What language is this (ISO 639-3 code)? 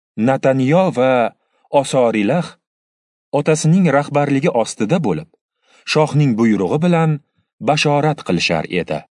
uzb